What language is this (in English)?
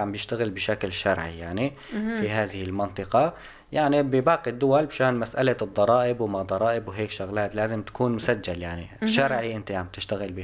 North Levantine Arabic